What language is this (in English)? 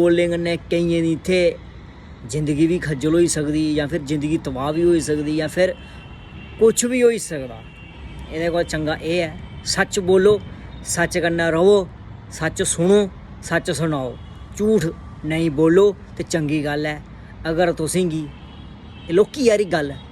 Dogri